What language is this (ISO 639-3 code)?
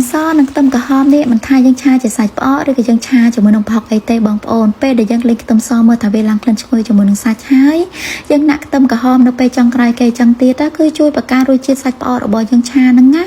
khm